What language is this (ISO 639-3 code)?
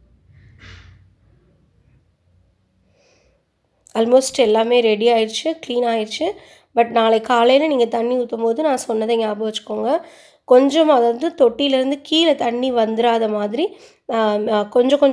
tam